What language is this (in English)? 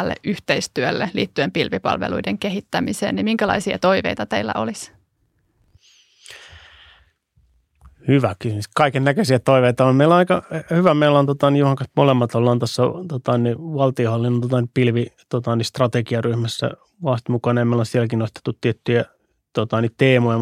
Finnish